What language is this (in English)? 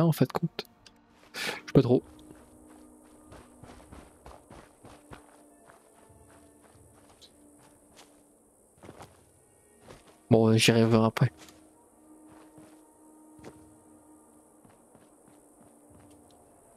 French